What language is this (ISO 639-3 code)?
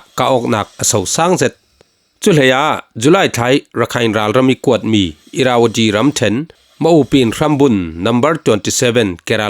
cfm